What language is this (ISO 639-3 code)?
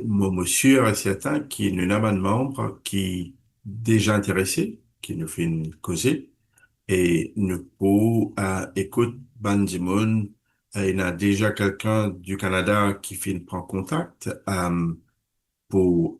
mfe